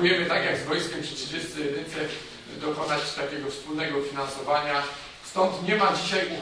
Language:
Polish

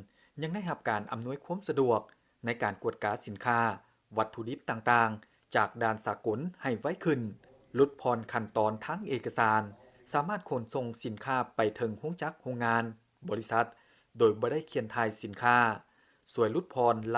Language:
Lao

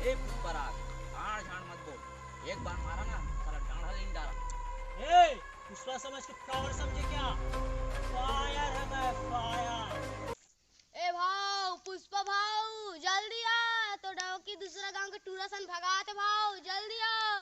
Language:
Chhattisgarhi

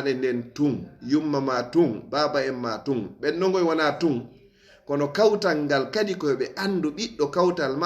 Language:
Fula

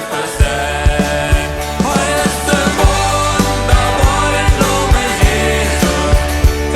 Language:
Plautdietsch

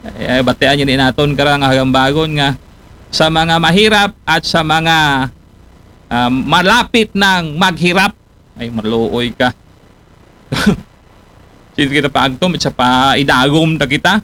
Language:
Aklanon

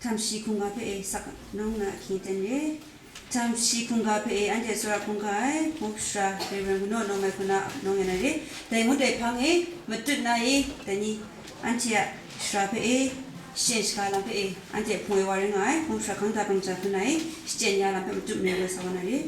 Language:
Kachin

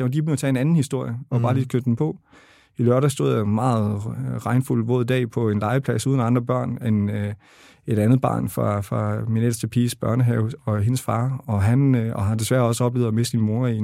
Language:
Danish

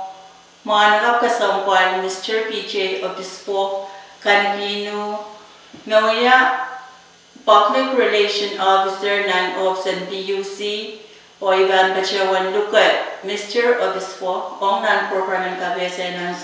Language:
Pohnpeian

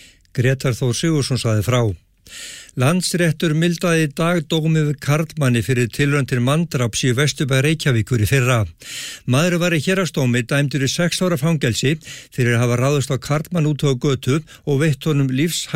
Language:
Icelandic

